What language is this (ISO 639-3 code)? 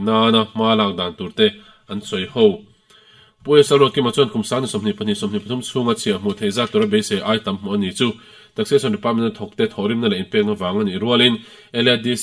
lus